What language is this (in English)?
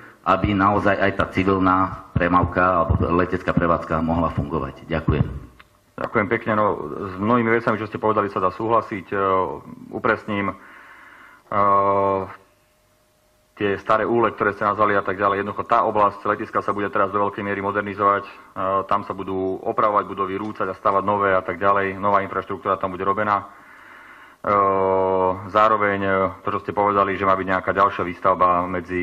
Slovak